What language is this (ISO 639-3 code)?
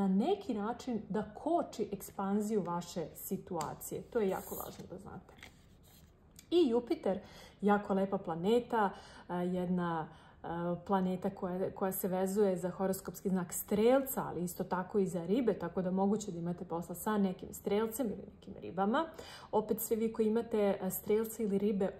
srp